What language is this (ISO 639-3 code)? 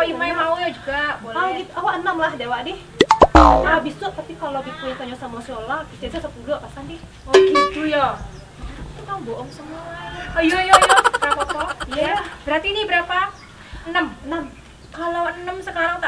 min